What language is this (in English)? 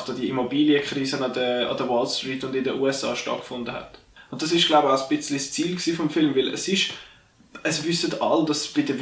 Swiss German